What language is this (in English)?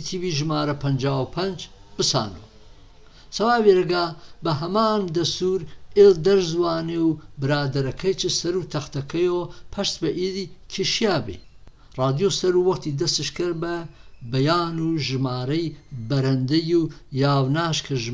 Gurani